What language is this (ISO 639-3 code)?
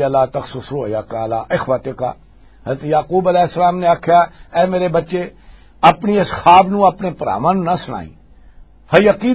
lah